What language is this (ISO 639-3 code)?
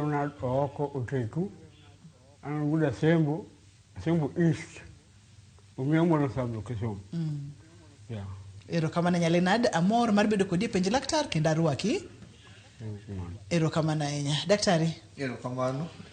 luo